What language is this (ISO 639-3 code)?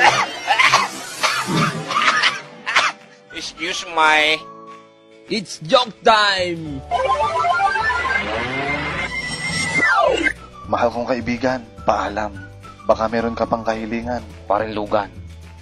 fil